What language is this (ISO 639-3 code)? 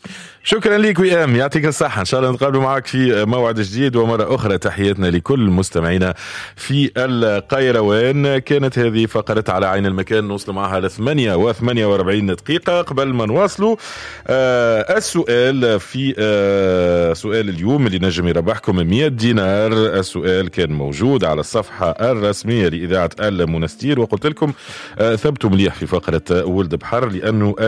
aeb